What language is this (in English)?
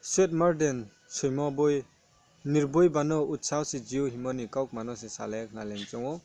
Riang (India)